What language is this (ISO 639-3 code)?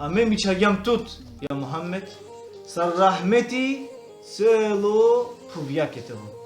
rmn